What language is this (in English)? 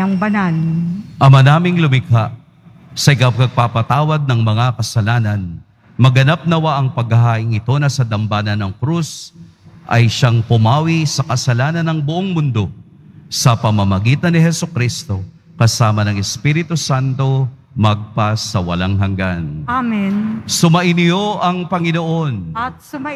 Filipino